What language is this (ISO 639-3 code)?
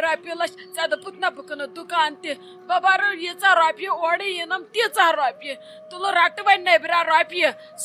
kas